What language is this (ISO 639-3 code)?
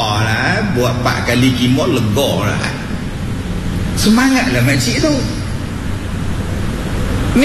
msa